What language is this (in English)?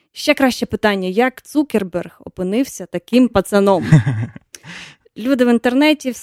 Ukrainian